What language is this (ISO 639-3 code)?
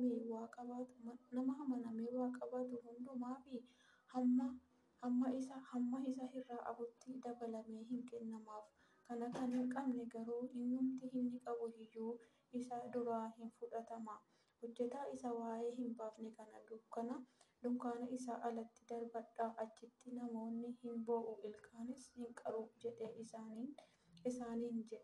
orm